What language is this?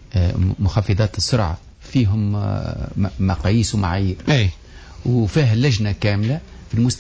Tunisian Arabic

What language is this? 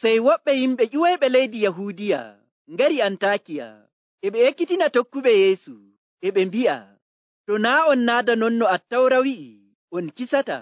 Nigerian Fulfulde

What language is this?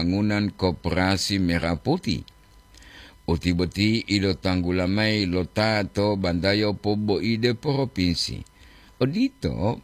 Gorontalo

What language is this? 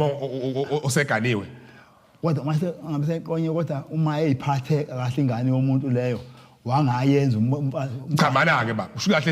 Zulu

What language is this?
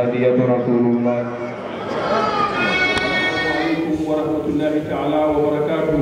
Fula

